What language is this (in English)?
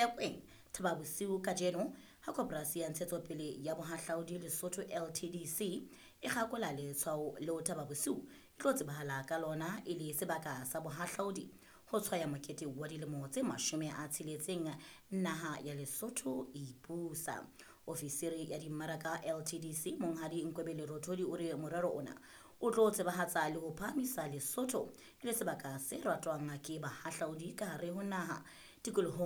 Southern Sotho